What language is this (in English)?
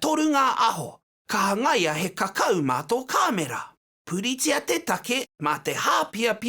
Māori